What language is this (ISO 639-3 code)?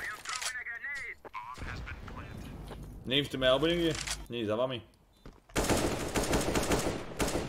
slk